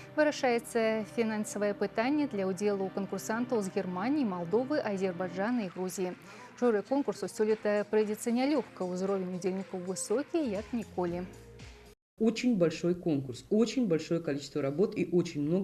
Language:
Belarusian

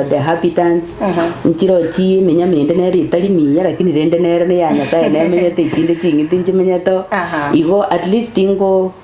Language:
Gusii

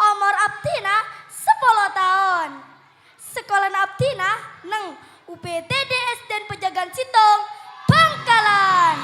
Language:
Madurese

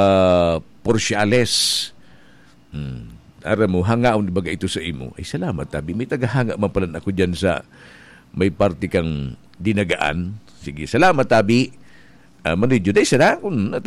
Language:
Bikol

